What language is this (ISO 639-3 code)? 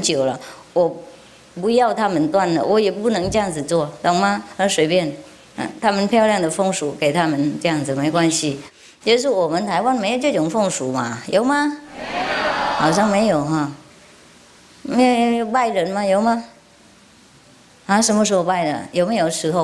zho